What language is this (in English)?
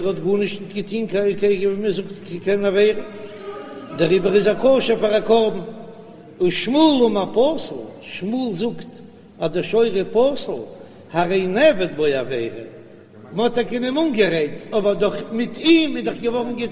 Yiddish